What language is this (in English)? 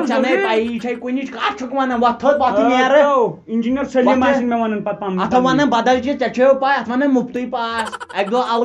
Kashmiri